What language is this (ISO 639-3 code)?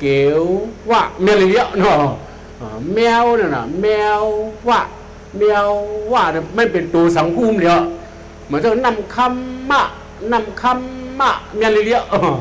shn